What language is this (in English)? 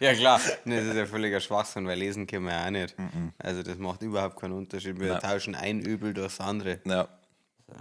Bavarian